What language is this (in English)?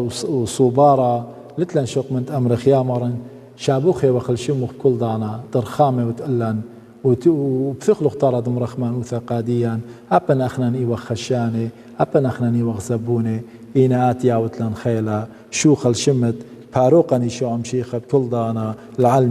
Assyrian Neo-Aramaic